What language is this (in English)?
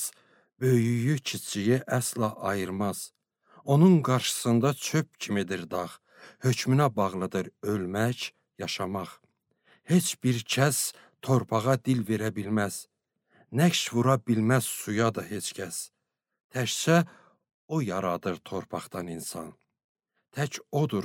Azerbaijani